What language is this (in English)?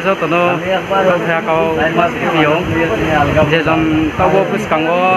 Riang (India)